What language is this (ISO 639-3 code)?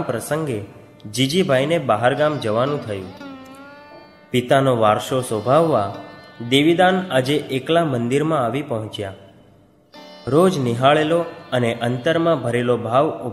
guj